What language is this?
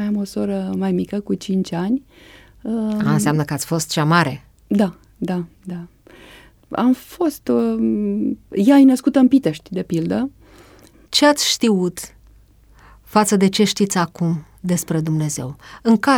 Romanian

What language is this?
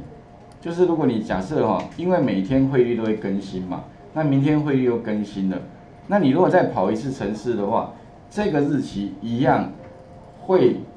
Chinese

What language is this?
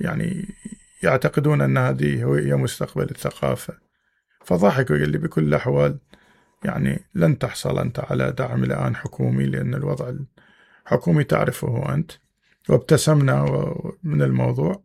Mesopotamian Arabic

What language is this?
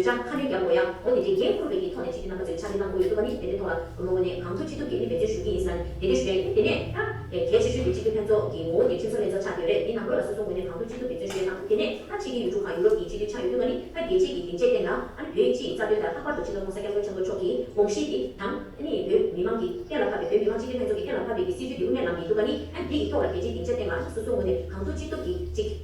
Tibetan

